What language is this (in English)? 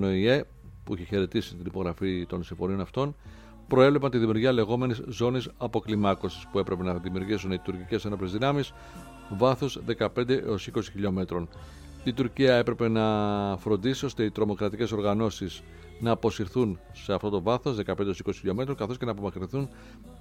Greek